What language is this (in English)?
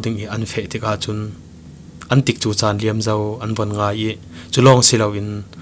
Falam Chin